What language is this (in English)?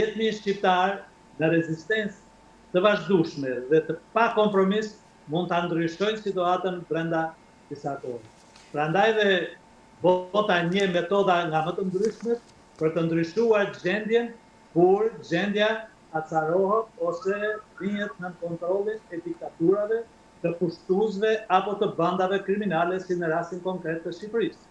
Albanian